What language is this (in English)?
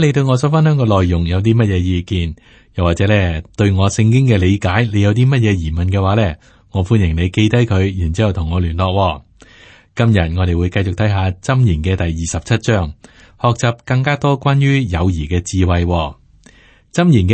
Cantonese